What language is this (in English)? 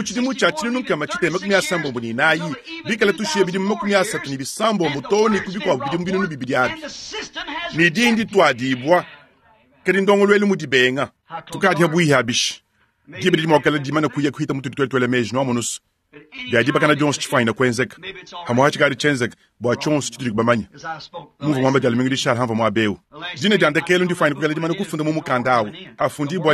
Luba-Lulua